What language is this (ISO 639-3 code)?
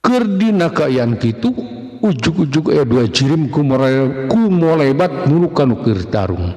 sun